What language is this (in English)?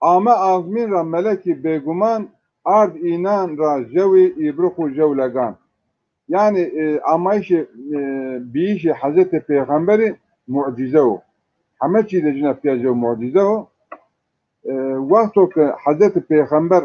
Zaza